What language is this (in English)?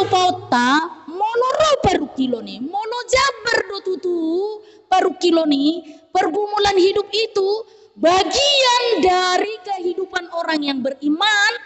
Batak Toba